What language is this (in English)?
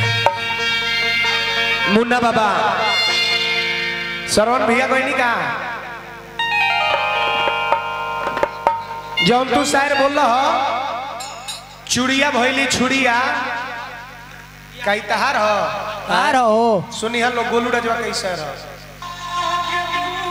Bhojpuri